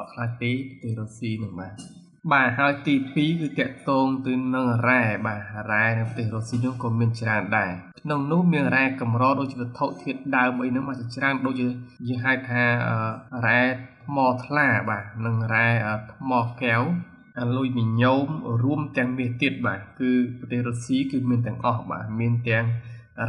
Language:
Khmer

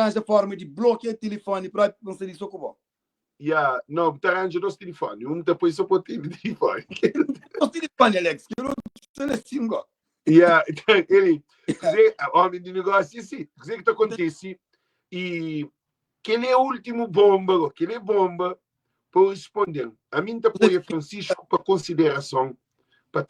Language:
Kabuverdianu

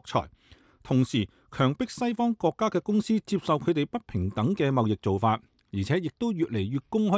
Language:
Cantonese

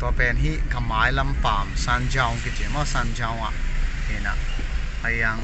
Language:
Paite Chin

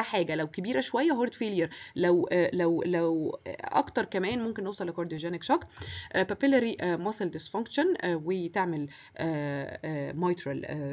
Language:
Egyptian Arabic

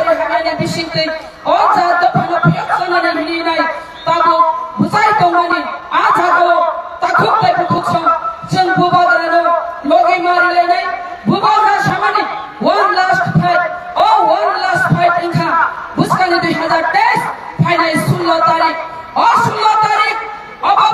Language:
Kok Borok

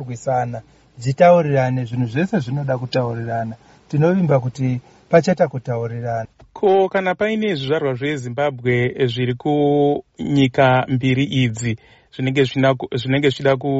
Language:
Shona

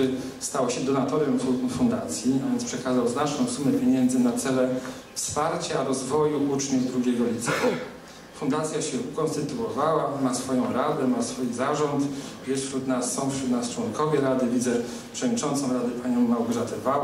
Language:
Polish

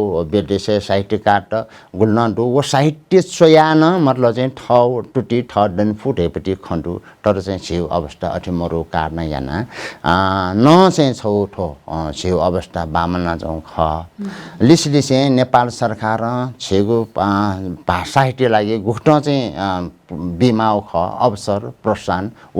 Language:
Newari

